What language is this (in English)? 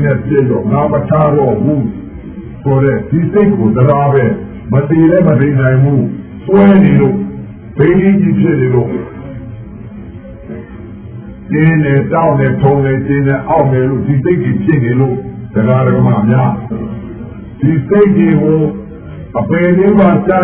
Burmese